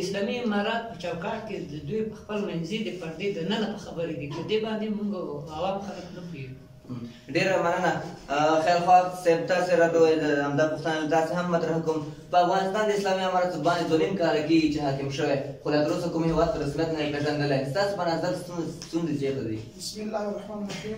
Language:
Pashto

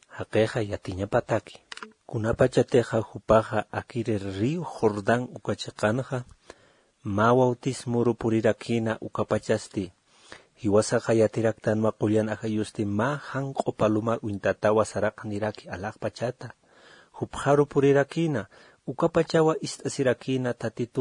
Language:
Aymara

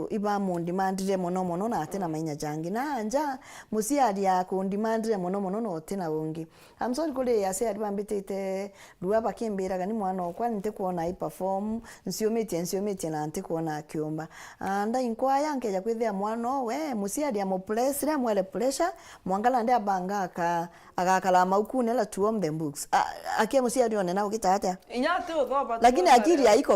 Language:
Meru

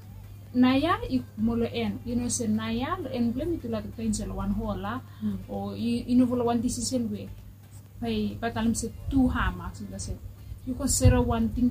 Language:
Bislama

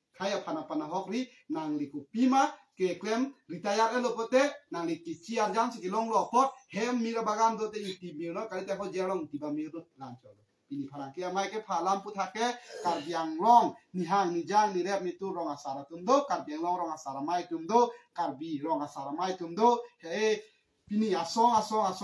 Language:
Karbi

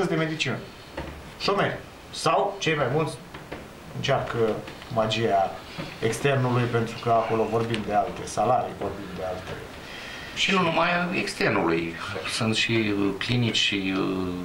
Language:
Romanian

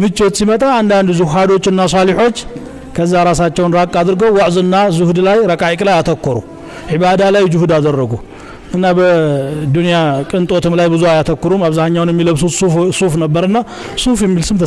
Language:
Amharic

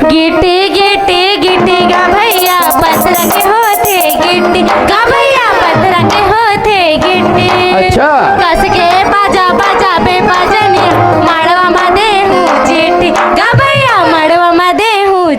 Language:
Chhattisgarhi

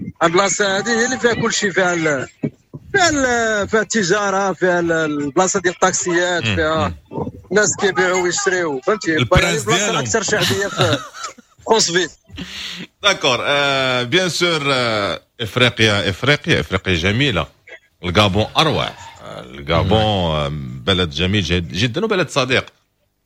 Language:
Moroccan Arabic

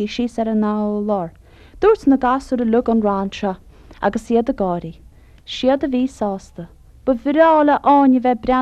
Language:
Irish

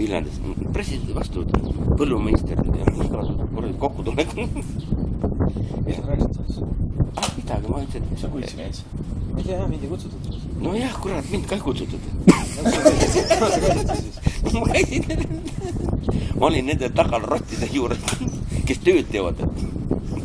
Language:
Estonian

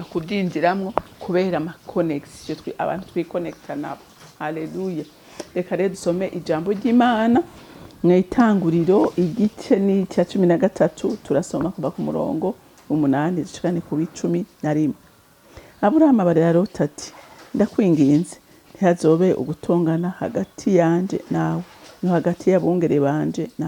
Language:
Rundi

